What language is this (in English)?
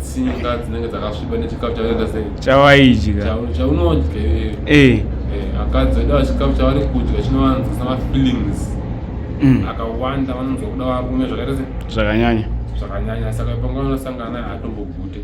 Shona